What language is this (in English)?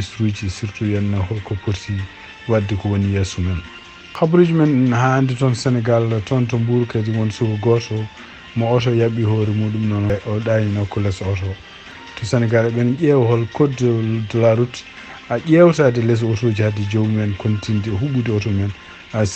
Fula